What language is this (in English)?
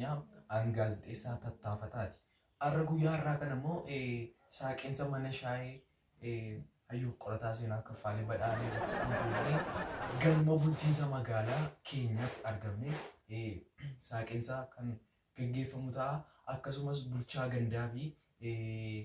Oromo